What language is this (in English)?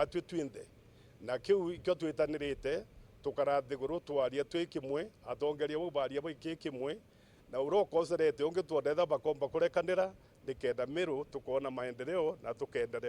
Meru